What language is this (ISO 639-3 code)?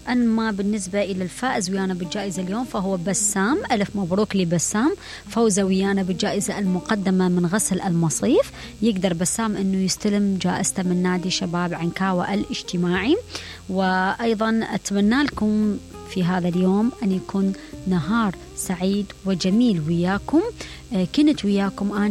acm